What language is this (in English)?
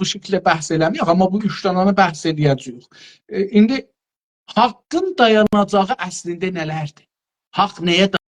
South Azerbaijani